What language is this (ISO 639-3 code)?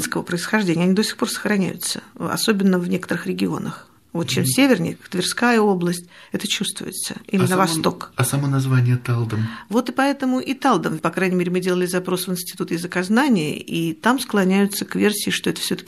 rus